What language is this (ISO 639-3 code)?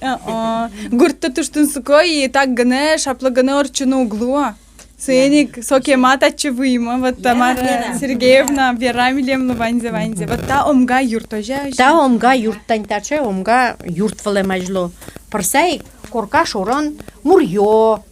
udm